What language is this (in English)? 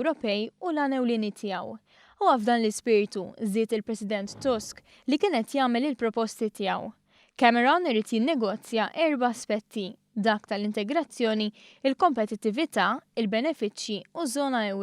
Maltese